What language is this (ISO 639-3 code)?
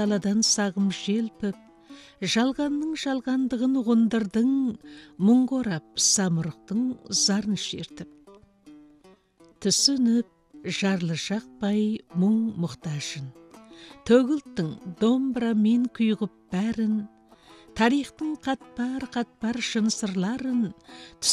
kaz